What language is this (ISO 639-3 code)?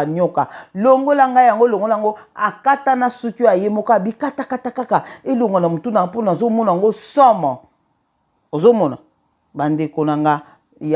lin